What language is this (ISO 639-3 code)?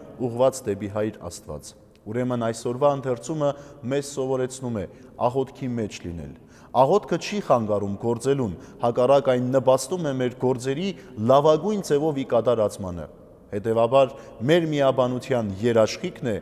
hye